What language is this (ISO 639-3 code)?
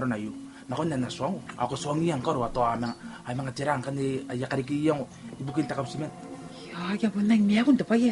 gil